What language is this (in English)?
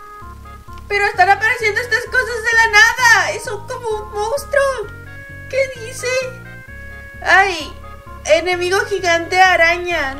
Spanish